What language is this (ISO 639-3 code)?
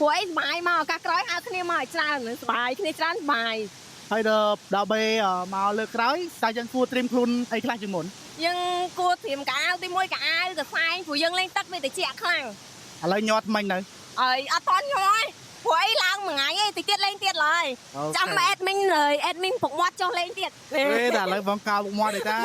khm